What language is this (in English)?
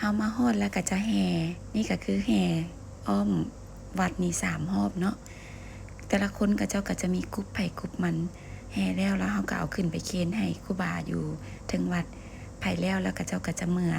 Lao